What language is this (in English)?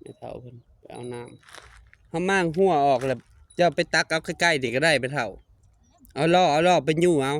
Northeastern Thai